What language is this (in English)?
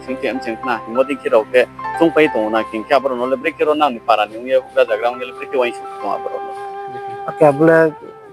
Riang (India)